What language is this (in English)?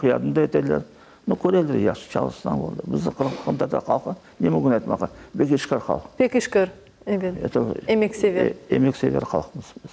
Crimean Tatar